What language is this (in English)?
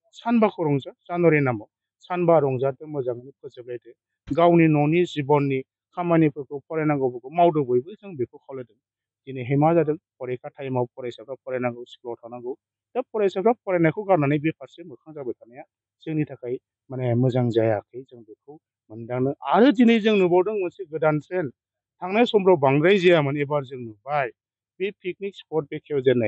Bodo